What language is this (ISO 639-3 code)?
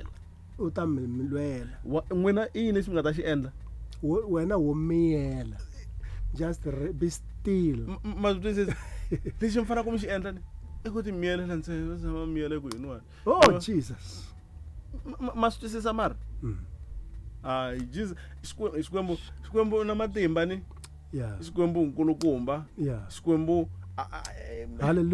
tso